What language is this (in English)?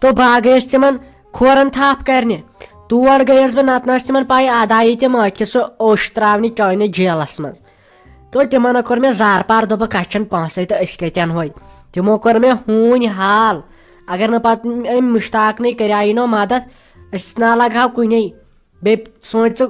Kashmiri